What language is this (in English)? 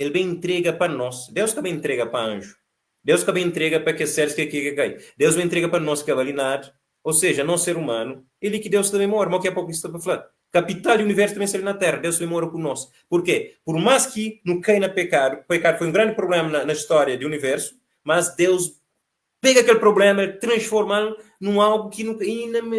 Kabuverdianu